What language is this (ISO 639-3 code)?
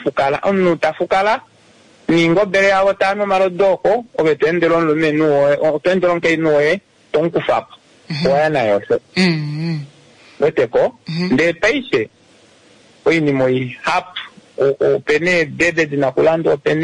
kua